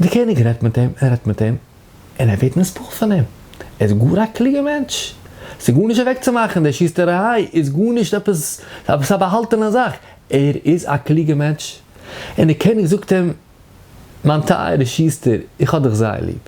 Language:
Yiddish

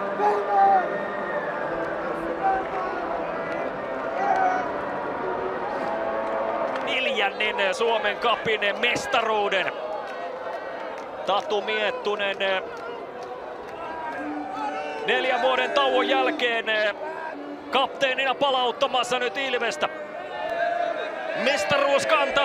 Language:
Finnish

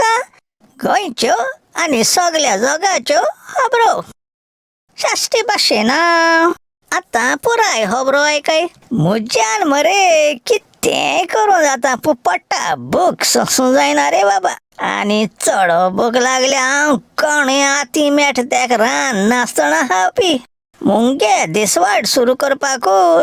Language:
Konkani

